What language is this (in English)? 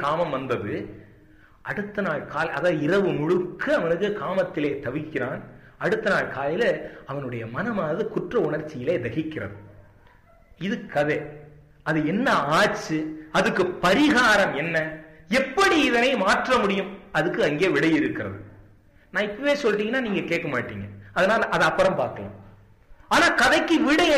Tamil